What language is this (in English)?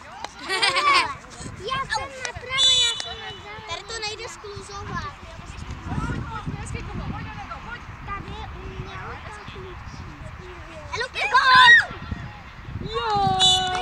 Czech